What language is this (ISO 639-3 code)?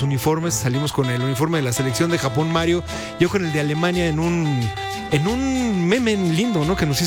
spa